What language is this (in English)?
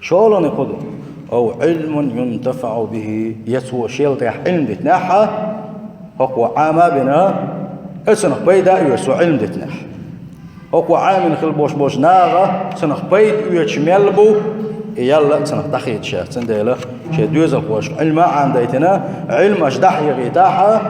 Chechen